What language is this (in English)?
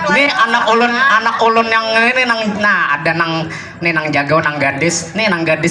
Banjar